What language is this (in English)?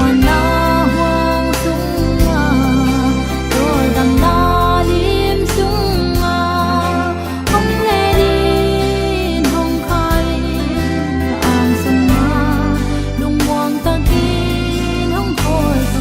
Tedim Chin